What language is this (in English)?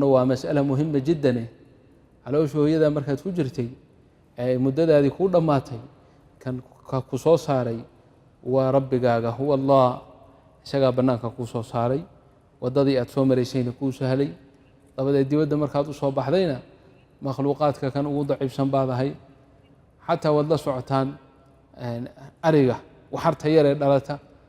Somali